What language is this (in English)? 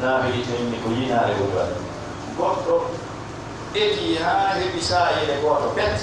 Fula